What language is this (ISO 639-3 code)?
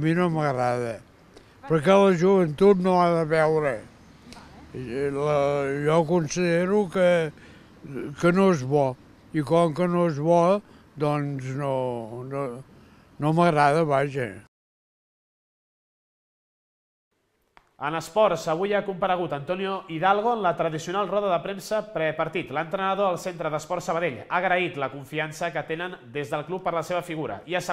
cat